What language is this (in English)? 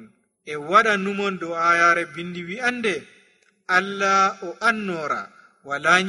Nigerian Fulfulde